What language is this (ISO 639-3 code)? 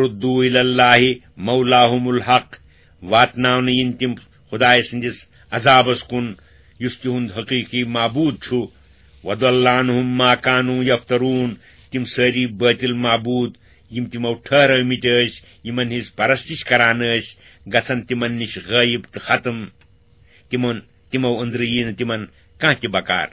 kas